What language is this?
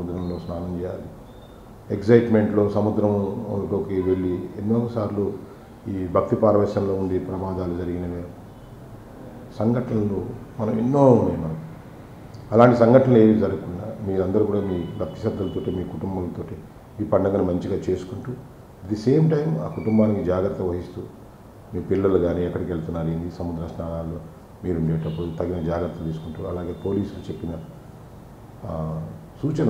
Telugu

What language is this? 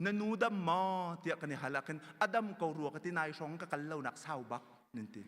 Hakha Chin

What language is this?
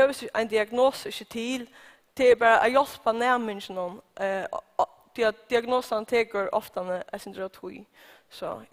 Faroese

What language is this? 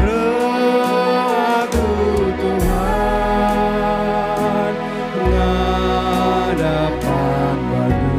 Batak Karo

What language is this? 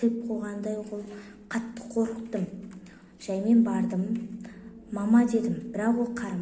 Kazakh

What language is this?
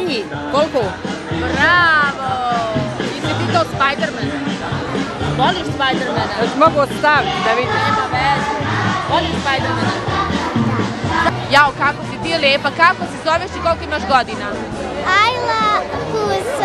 Bosnian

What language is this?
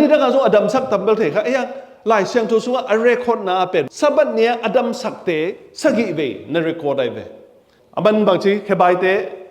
Tedim Chin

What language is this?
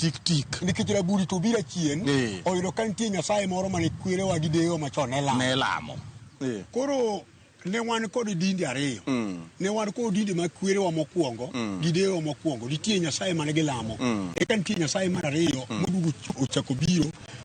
Luo (Kenya and Tanzania)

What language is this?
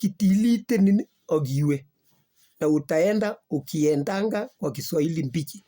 Kalenjin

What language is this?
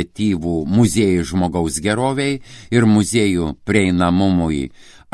Lithuanian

